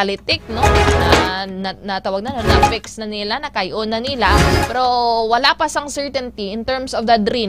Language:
Hiligaynon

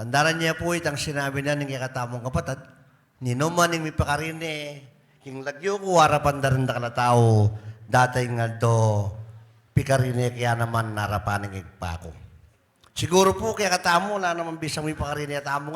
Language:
Pampanga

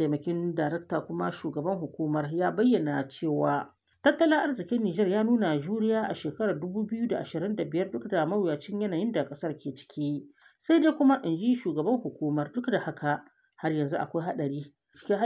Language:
Hausa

